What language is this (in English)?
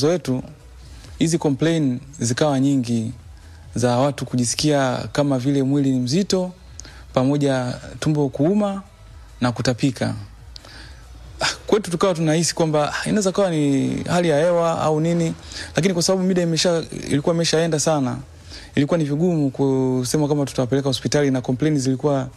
Swahili